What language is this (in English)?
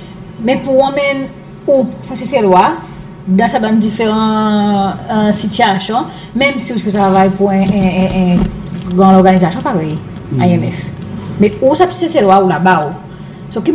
Seselwa Creole French